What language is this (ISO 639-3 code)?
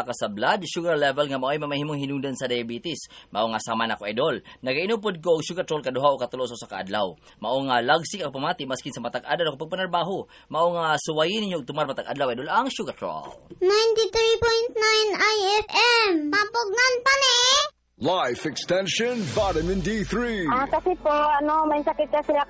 ceb